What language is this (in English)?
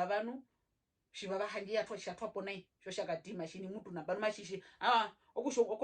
Herero